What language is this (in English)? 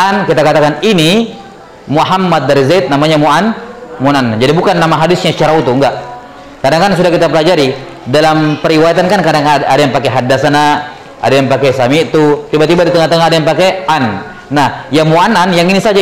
Indonesian